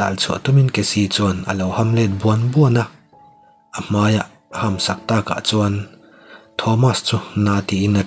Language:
Mizo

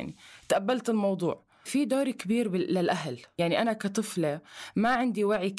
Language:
North Levantine Arabic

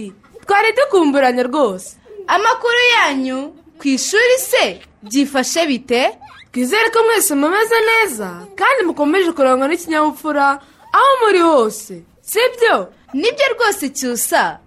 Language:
Kinyarwanda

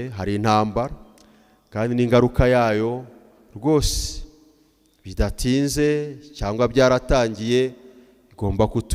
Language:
Kinyarwanda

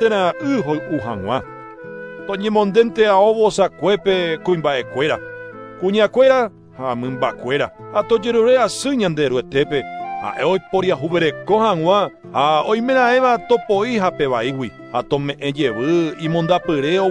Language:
Guarani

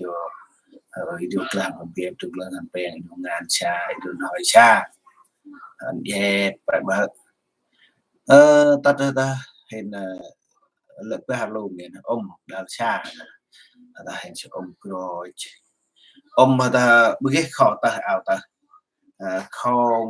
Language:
Central Mnong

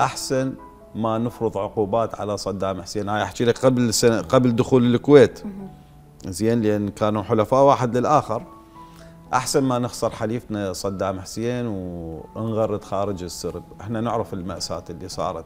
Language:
Mesopotamian Arabic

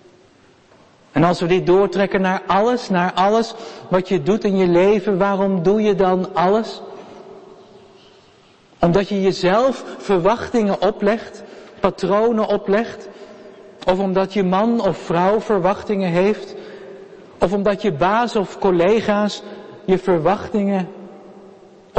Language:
Dutch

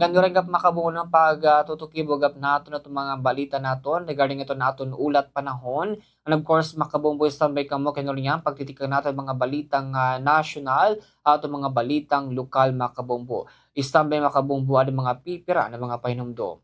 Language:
Waray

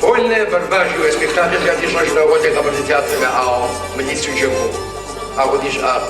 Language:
Kabardian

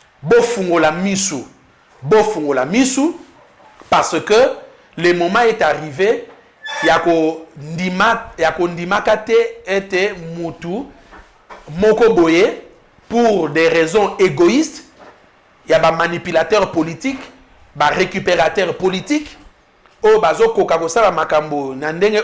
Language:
Lingala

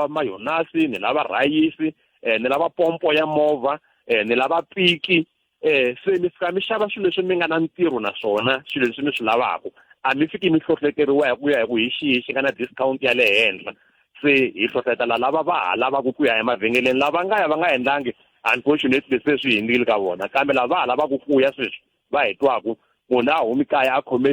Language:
Tsonga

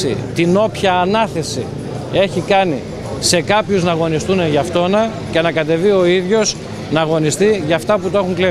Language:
Greek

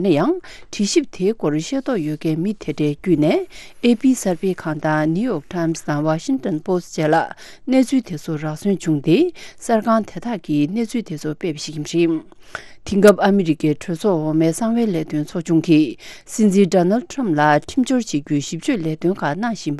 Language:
Tibetan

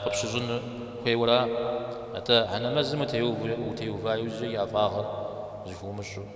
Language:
Kabardian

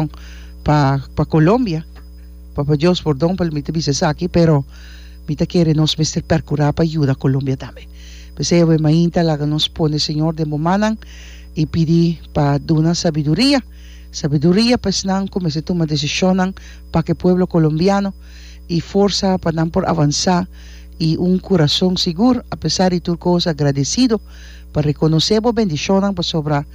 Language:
Papiamento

